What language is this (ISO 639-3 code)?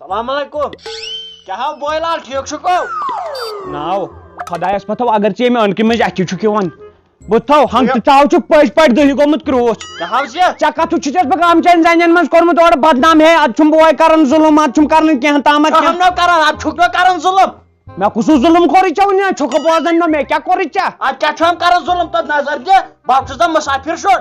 kas